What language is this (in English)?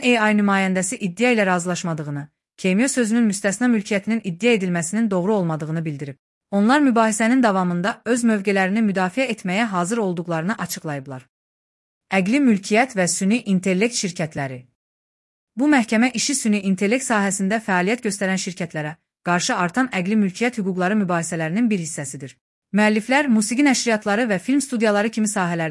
Azerbaijani